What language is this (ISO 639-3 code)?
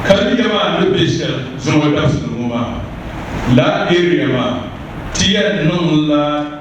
dag